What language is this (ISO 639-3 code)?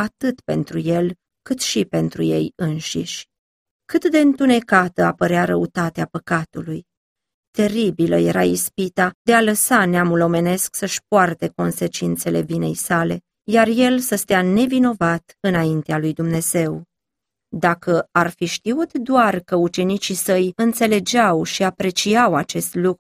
ron